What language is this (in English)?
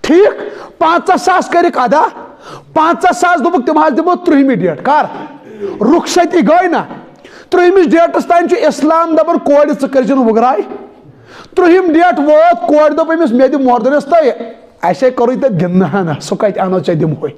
Kashmiri